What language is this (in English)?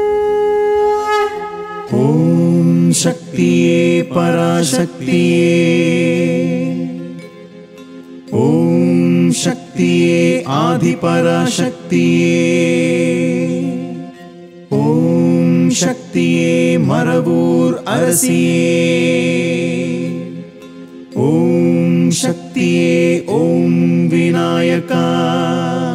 Kannada